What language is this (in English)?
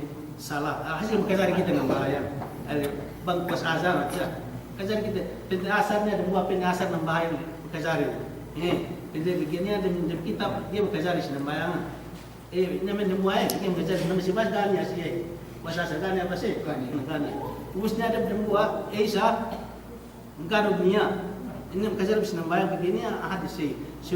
Yakan